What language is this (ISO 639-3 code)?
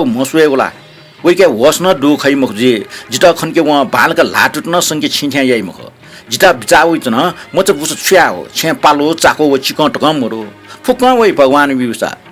new